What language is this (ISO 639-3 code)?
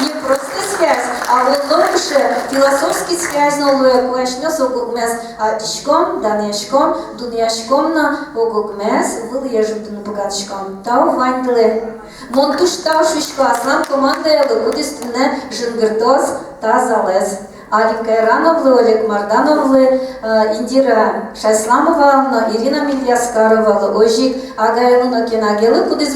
udm